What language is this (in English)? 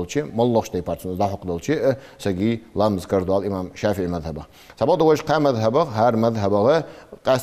Ingush